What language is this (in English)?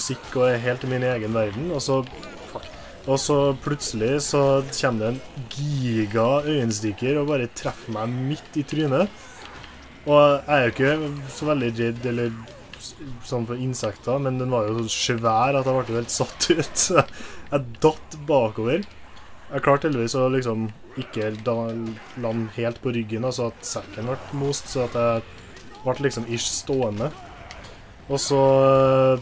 Norwegian